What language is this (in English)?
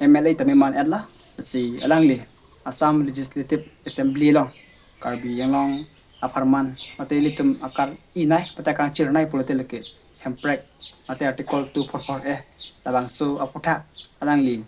Karbi